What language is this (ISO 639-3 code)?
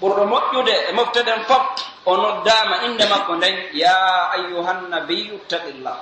fuf